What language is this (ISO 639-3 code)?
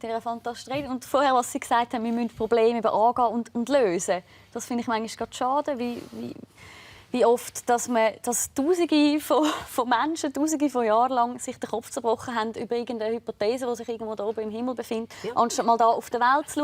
gsw